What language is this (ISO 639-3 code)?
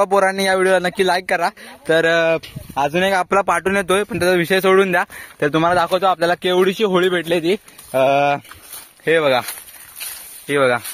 mar